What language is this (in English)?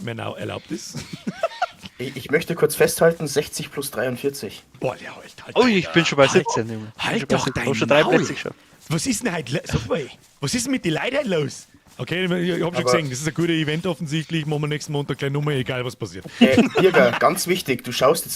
Bavarian